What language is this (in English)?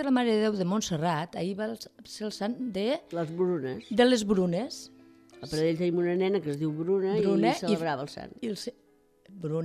Catalan